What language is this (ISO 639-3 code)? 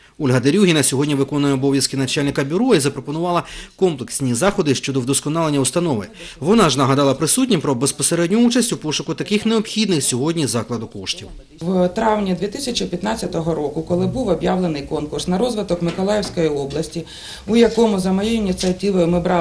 ukr